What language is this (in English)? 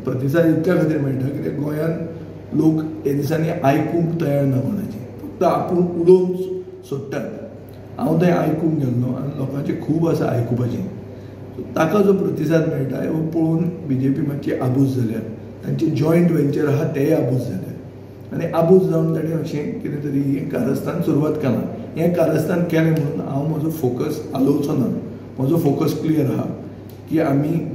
Konkani